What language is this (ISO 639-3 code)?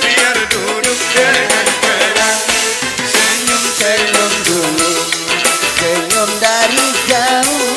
bew